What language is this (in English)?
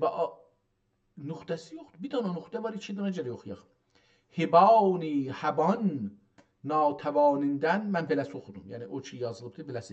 South Azerbaijani